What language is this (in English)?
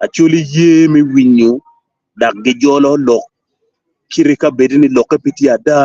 Acoli